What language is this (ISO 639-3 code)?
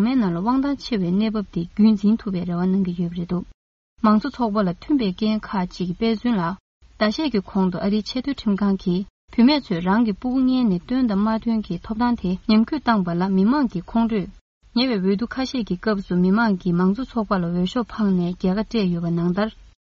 bod